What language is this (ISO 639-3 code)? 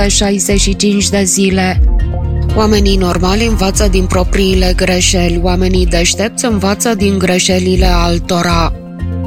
ron